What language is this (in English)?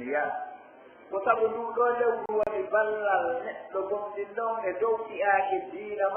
Pular